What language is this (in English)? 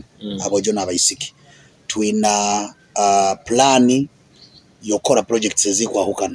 Nyoro